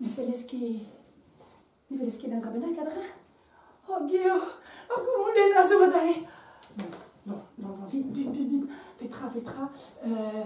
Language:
Breton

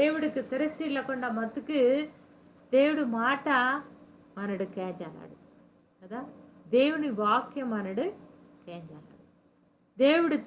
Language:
Koya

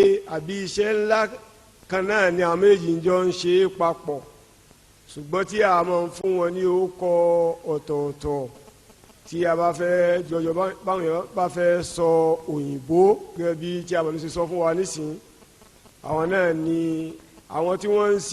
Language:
Yoruba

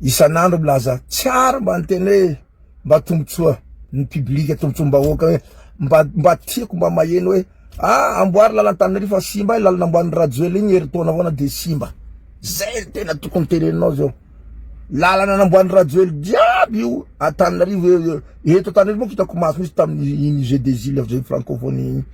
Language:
Malagasy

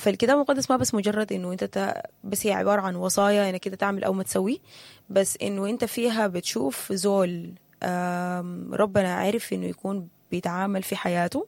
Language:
Sudanese Arabic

